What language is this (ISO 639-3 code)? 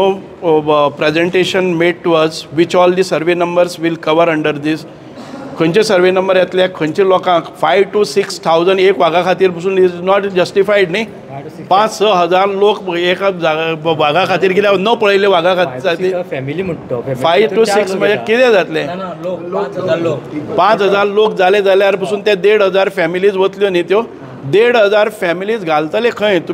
kok